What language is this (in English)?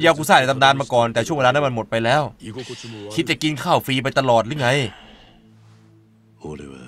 Thai